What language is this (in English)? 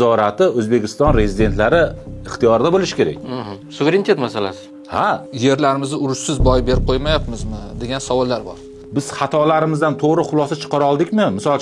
Uzbek